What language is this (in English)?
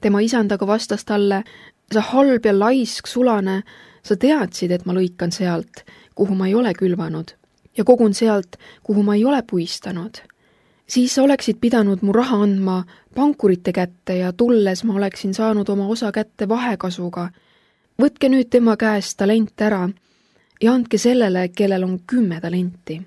Estonian